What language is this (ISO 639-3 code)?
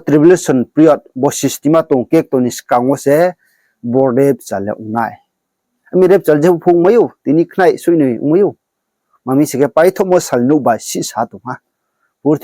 ria